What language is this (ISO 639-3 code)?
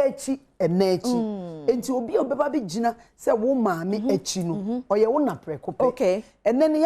aka